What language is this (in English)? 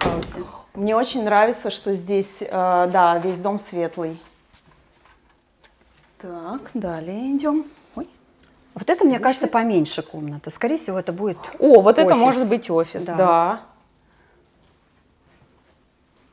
Russian